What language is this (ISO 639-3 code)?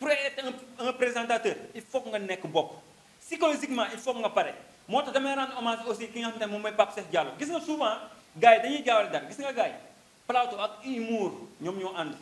wol